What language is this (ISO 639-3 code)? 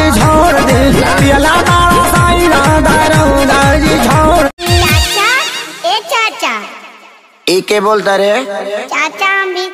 bho